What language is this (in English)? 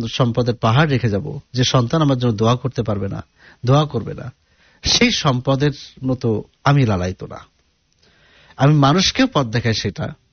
Bangla